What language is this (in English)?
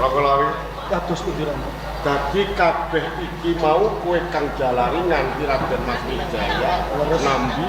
Javanese